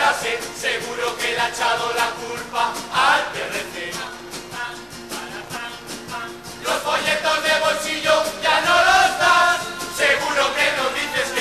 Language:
Spanish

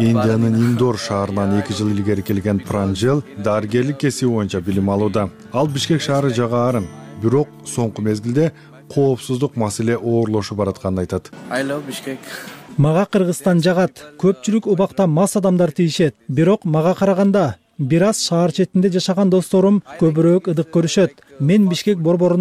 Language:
Kyrgyz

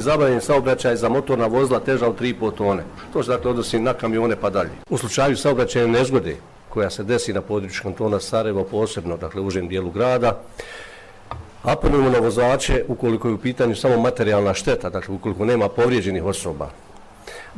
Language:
Bosnian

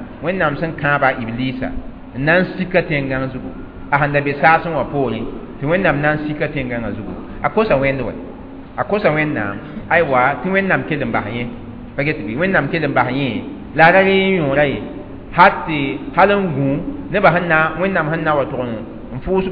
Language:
Mossi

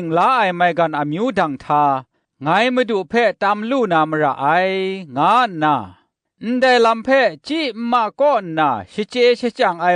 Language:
Kachin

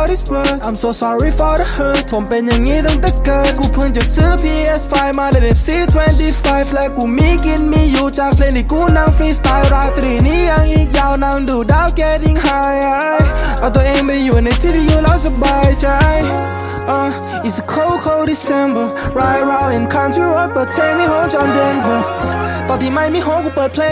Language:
Thai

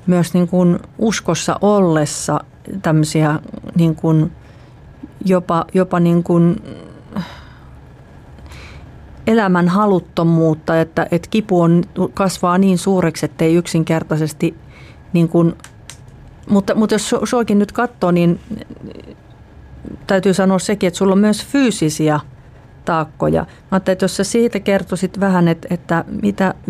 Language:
Finnish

